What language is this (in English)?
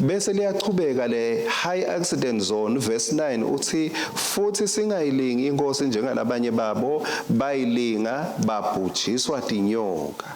Swati